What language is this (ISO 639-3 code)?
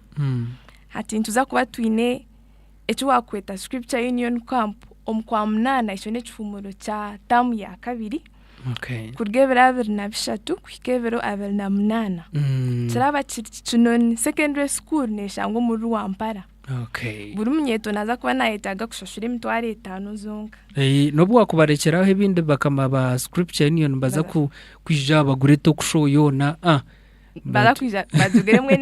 nyn